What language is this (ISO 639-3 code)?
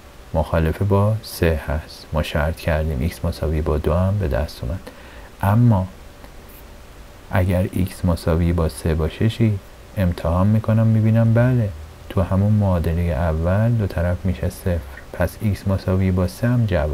fas